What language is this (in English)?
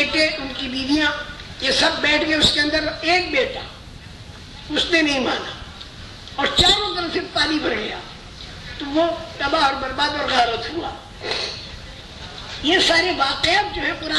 Urdu